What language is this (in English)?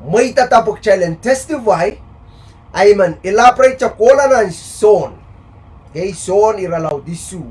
Pohnpeian